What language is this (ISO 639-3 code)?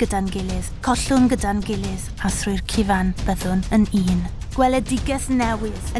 cym